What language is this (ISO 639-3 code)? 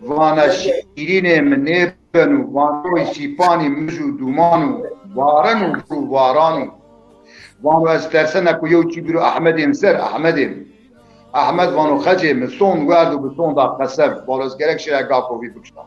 zza